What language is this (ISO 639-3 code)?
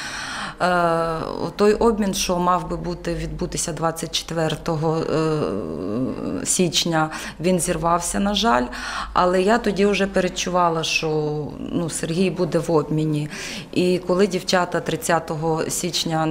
ukr